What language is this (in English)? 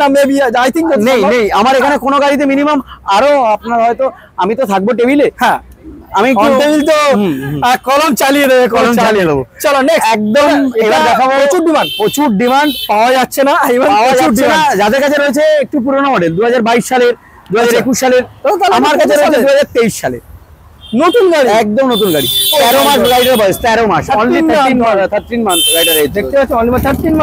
Bangla